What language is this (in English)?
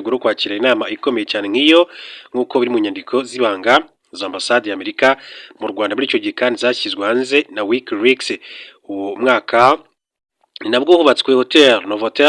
Kinyarwanda